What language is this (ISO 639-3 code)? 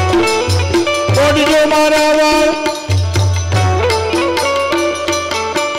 guj